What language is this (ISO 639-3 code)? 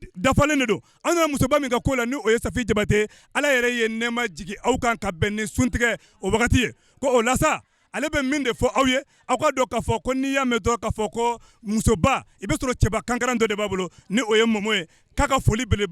bam